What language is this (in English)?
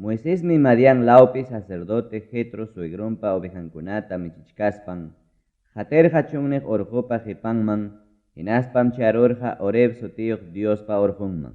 Ayacucho Quechua